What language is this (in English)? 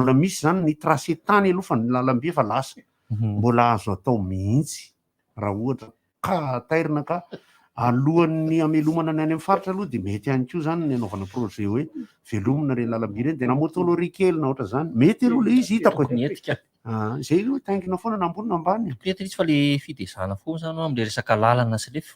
Malagasy